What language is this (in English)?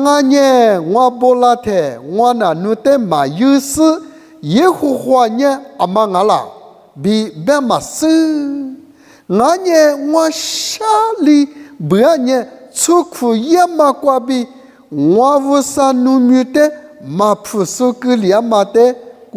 Lisu